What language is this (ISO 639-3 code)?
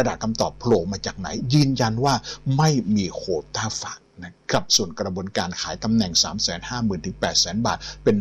tha